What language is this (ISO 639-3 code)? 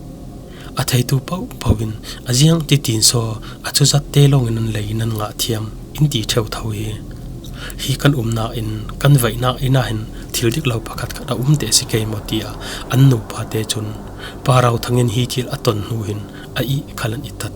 cfm